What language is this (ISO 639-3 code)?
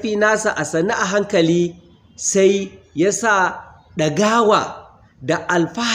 hau